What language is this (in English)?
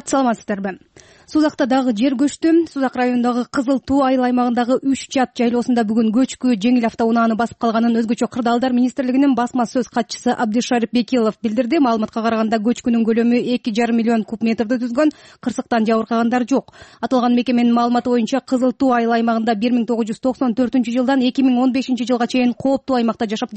Kyrgyz